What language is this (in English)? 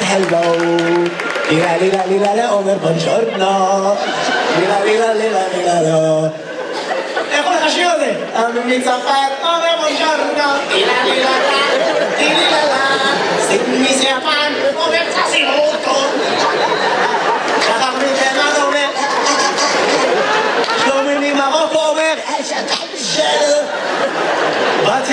Hebrew